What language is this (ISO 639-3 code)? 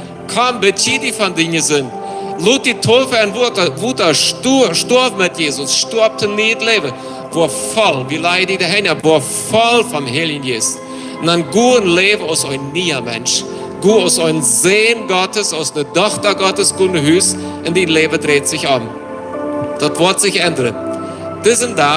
pdt